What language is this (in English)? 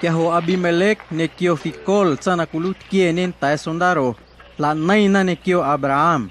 Guerrero Amuzgo